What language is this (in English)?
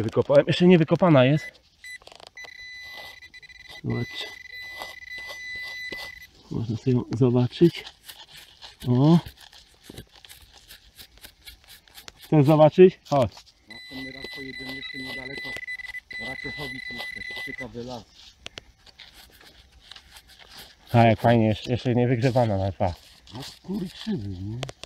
Polish